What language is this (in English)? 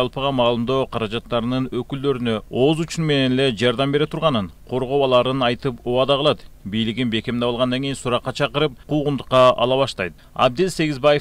Kyrgyz